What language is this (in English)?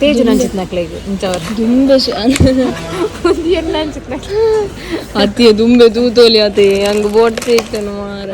Tulu